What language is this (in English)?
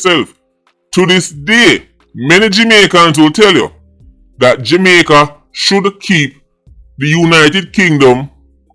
Jamaican Creole English